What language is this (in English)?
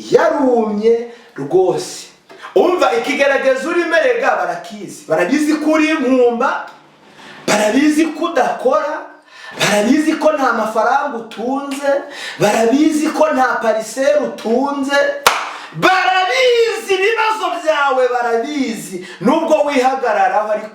Kinyarwanda